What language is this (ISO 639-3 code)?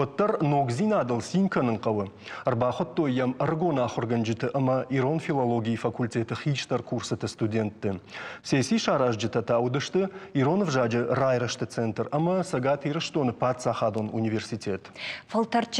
oss